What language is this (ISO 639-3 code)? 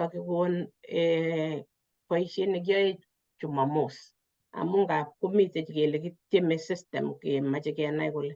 kln